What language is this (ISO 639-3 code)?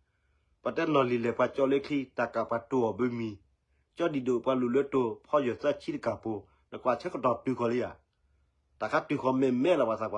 ksw